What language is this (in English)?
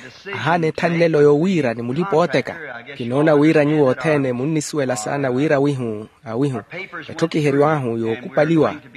Makhuwa